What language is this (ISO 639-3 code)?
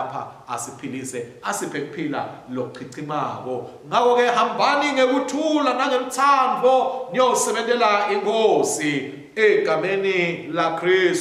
ssw